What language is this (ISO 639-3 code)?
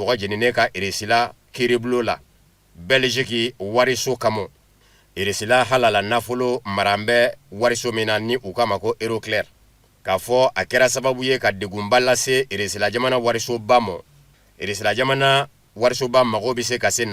bam